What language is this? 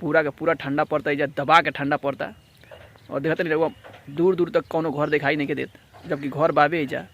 Bhojpuri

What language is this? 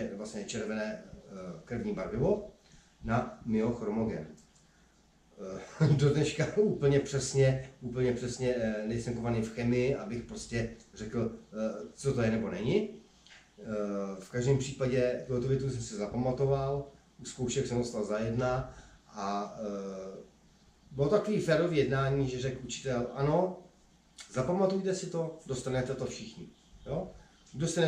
Czech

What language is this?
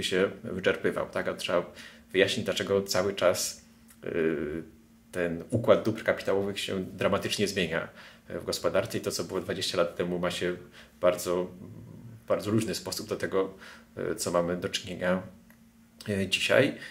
Polish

